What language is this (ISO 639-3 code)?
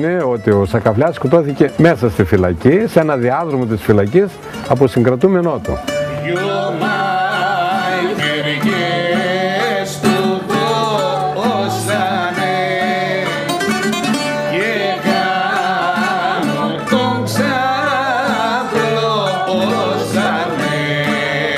ell